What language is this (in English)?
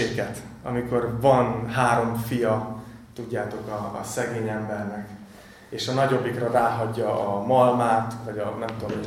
Hungarian